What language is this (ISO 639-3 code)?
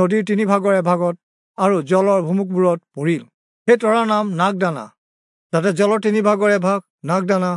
asm